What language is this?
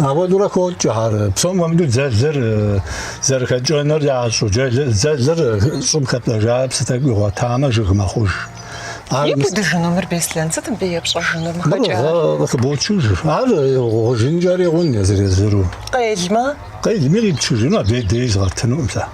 Kabardian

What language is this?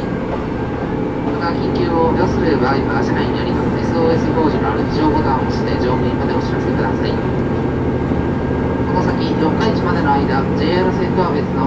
Japanese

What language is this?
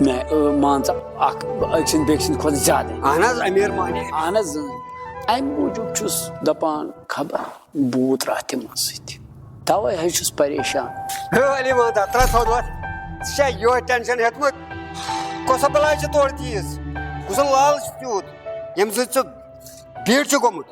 Kashmiri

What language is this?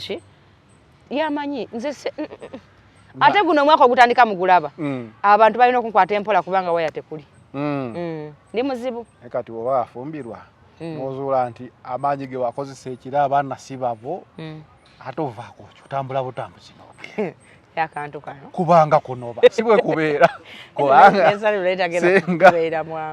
Ganda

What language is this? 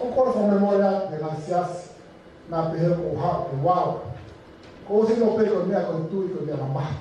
Tongan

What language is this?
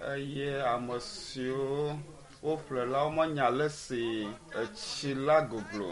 Ewe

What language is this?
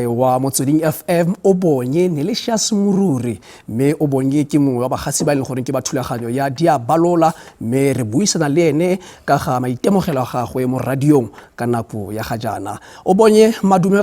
Tswana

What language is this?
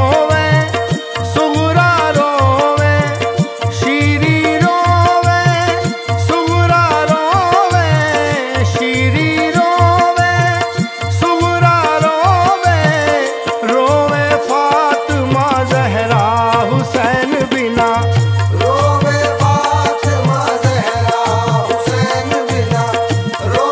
Bhojpuri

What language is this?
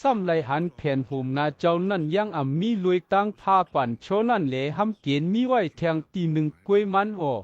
Shan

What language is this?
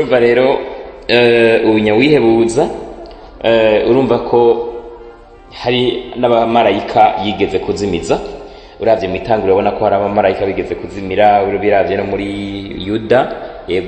Rundi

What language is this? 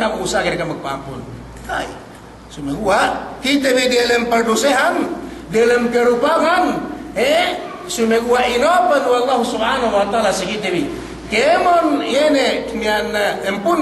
Yakan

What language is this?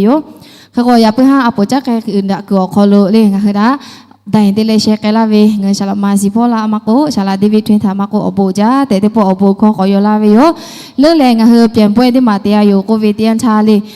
Lahu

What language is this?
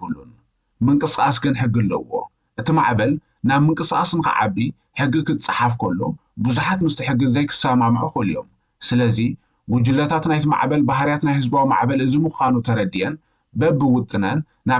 Tigrinya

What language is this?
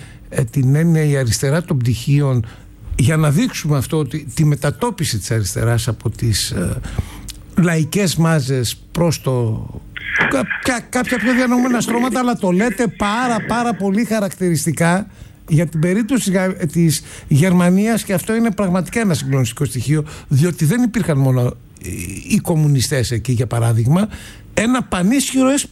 Greek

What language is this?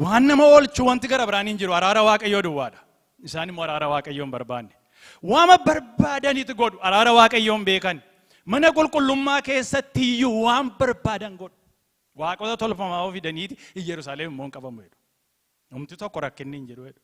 Oromo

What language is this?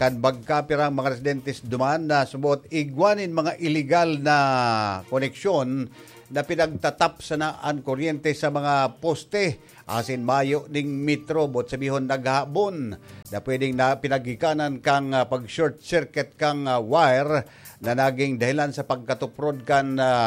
Bikol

